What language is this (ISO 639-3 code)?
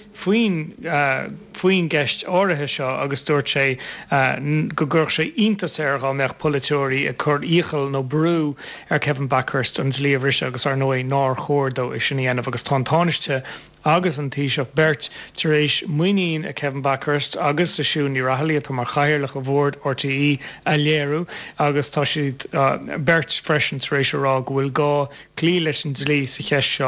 gle